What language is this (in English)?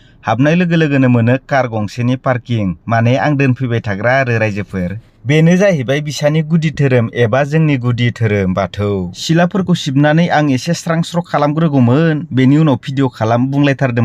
Bodo